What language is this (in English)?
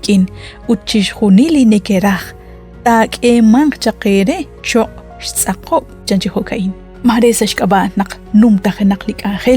Kekchí